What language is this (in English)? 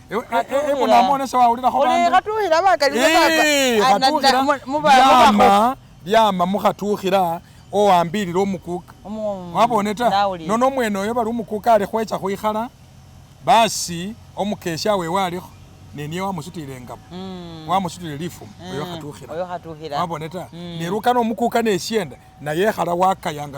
Masaaba